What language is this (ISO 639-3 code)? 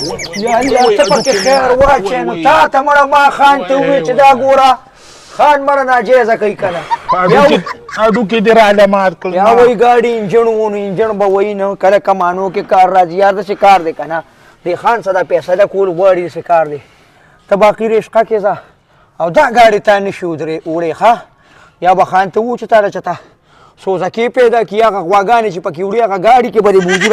pus